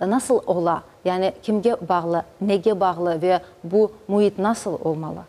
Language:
Crimean Tatar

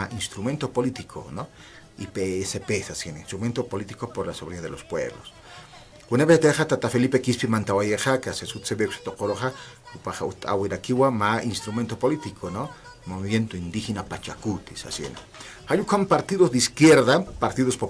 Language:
Aymara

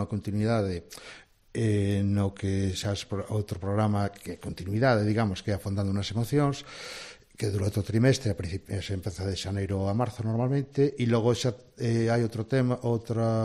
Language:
Galician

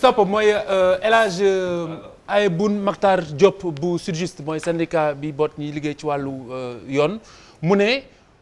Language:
Wolof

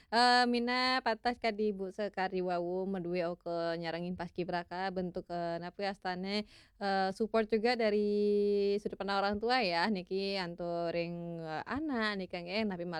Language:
Balinese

